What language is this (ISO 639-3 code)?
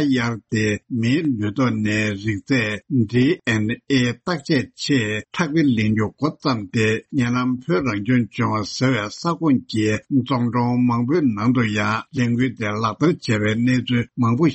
bod